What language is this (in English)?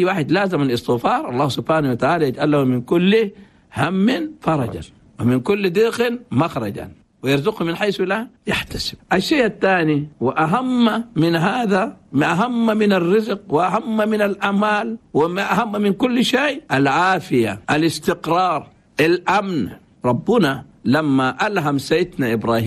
Chadian Arabic